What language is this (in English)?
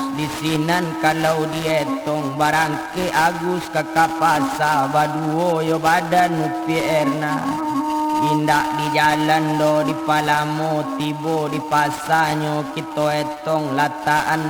Minangkabau